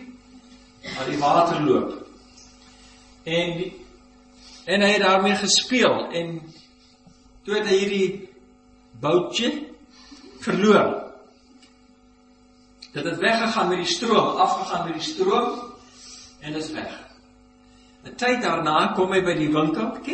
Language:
Afrikaans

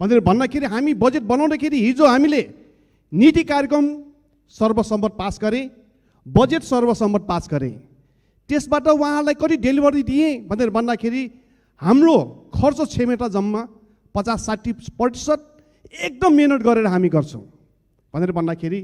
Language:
Nepali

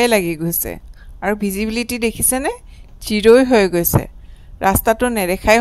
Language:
Assamese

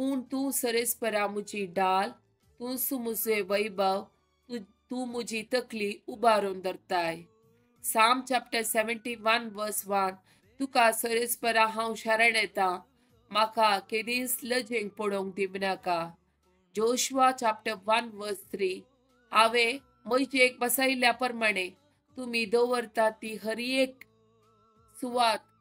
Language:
Konkani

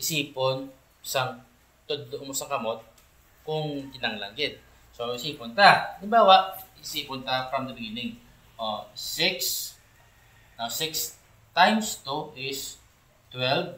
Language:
Hiligaynon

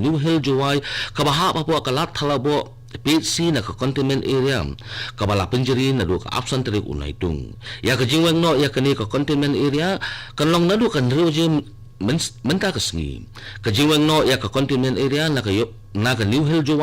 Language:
Khasi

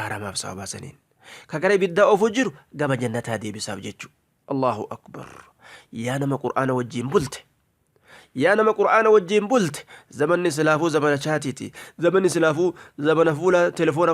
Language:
Oromo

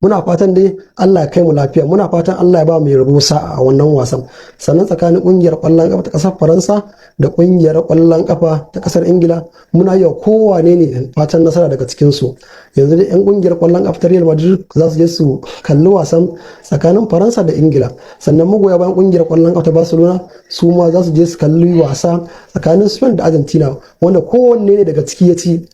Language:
Hausa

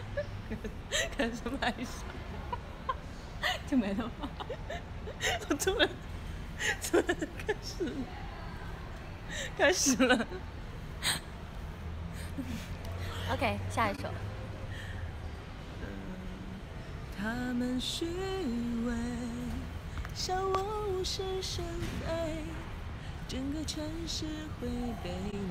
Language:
Chinese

